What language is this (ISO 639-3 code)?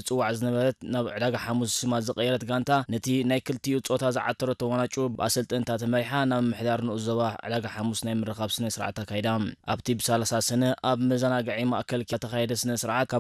tir